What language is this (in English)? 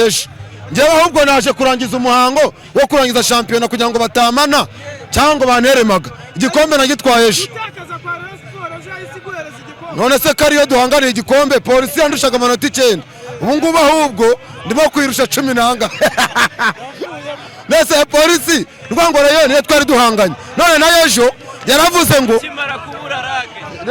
Kinyarwanda